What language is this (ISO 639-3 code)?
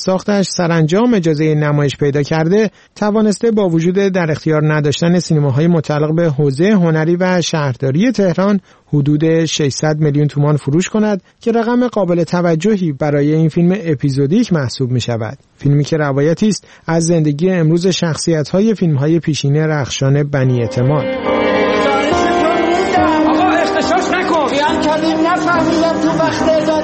fas